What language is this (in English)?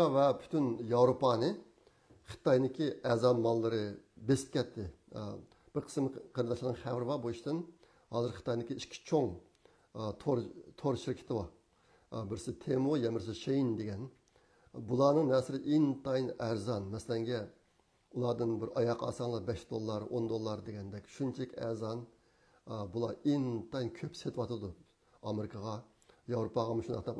Uyghur